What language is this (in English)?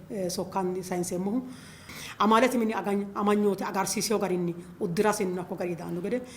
Sidamo